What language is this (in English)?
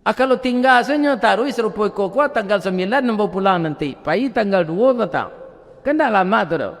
Minangkabau